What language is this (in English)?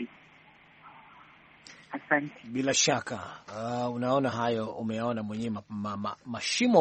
Swahili